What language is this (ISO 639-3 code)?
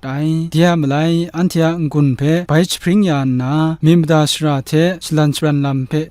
kac